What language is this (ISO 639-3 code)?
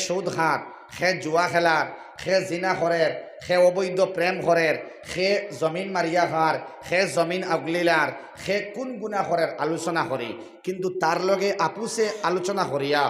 syl